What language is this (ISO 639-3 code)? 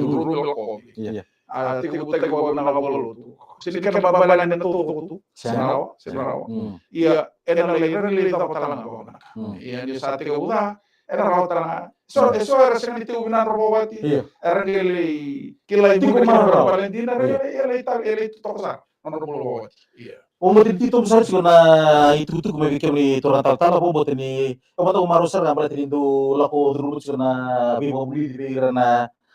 fij